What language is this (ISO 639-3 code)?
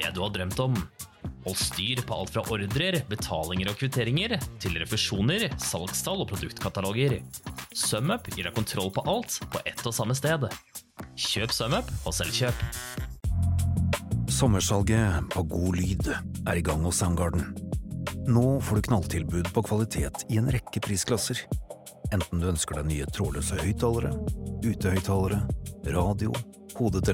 nor